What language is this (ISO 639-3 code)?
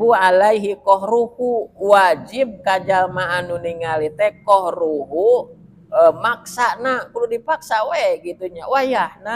sun